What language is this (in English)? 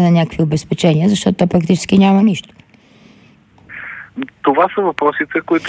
Bulgarian